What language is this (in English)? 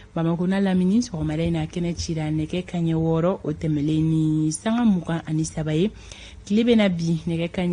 Bambara